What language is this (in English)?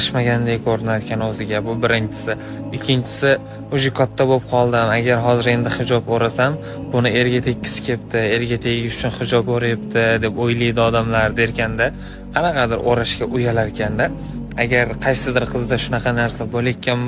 Uzbek